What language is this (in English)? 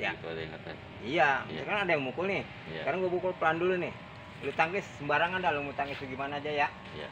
Betawi